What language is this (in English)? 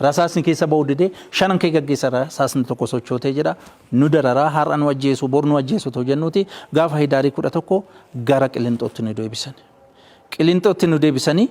Oromo